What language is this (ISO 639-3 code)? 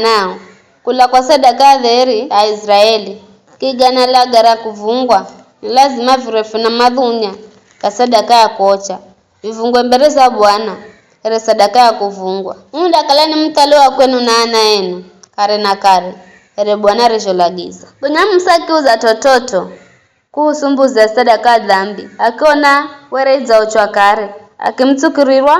nyf